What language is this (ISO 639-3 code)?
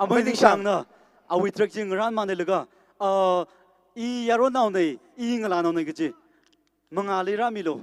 nmf